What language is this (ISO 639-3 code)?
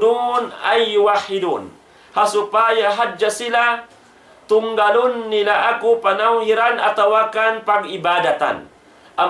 tsg